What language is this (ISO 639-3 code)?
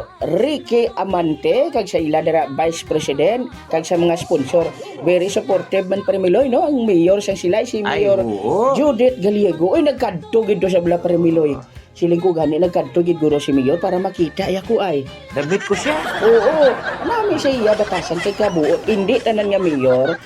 hil